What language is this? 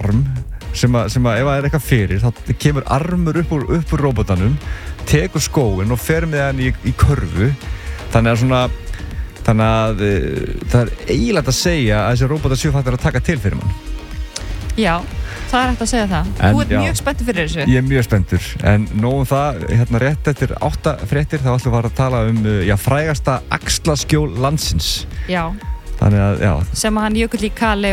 Icelandic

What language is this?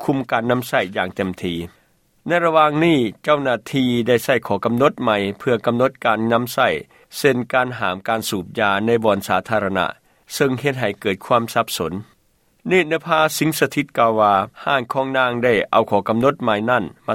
Lao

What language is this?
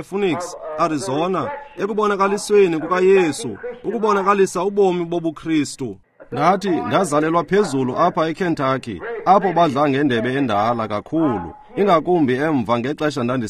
Xhosa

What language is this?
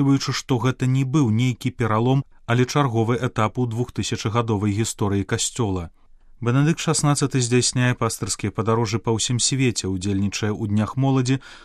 Belarusian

